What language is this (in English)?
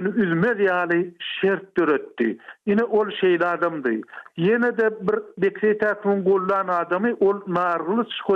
Turkmen